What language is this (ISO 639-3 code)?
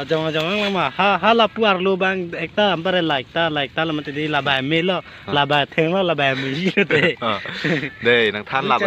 mjw